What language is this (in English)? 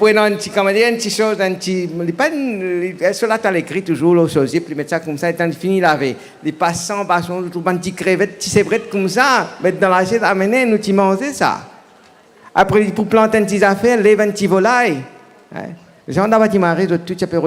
Morisyen